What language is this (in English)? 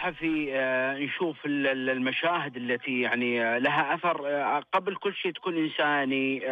Najdi Arabic